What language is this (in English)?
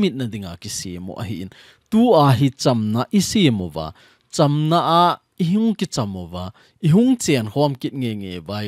Thado Chin